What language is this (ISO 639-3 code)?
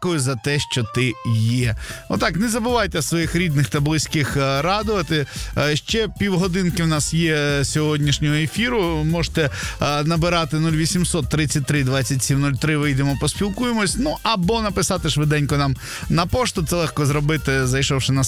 ukr